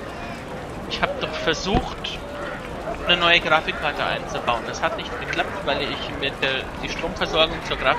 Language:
German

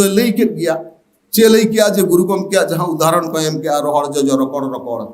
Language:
Santali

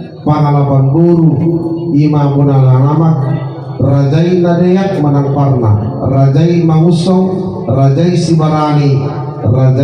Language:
Batak Toba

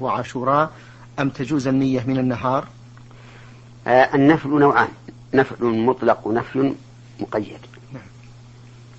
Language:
Arabic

